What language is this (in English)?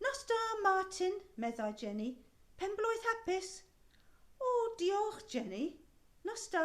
Welsh